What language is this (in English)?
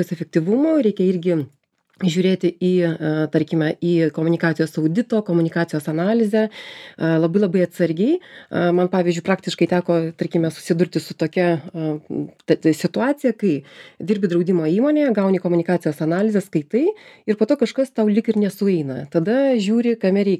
Lithuanian